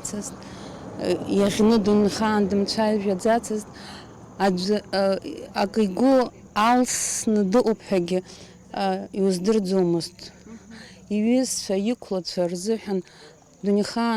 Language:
Abkhazian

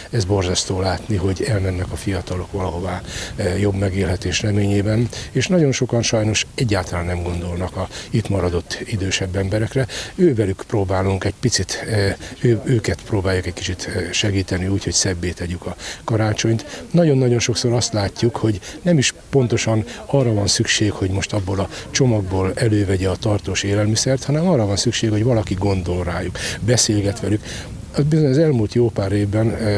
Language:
Hungarian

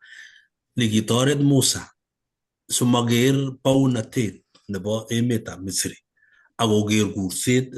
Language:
Kalenjin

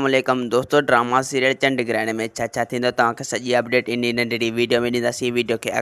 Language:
Sindhi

